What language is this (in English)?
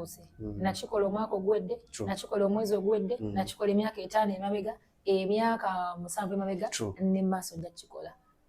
Ganda